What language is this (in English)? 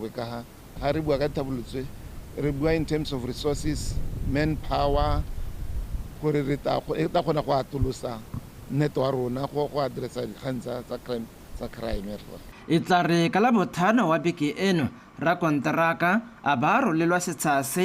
Tswana